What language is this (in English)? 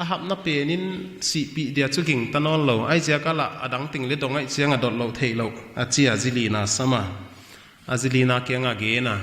Paite Chin